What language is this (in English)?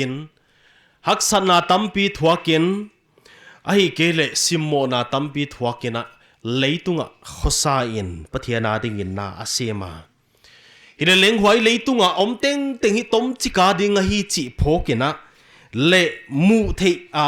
Paite Chin